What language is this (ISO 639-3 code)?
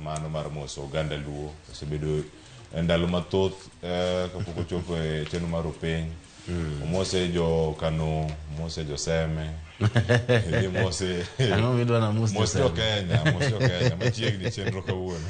luo